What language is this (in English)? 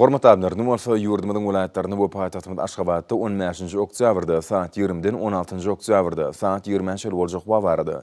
Turkmen